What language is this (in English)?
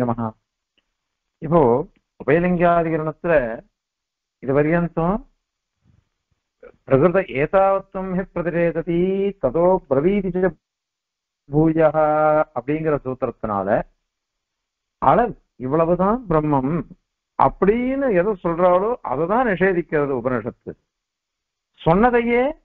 Tamil